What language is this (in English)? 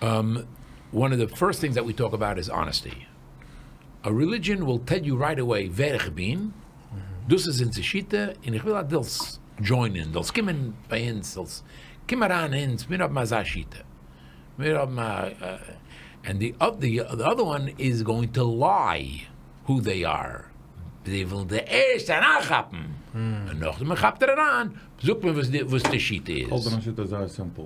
Yiddish